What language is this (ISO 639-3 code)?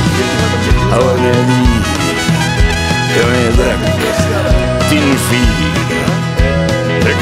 afr